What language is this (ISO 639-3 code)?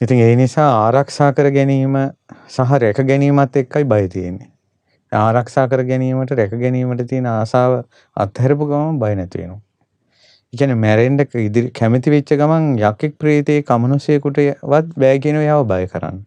sin